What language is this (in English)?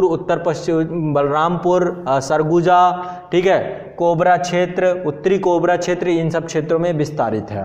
Hindi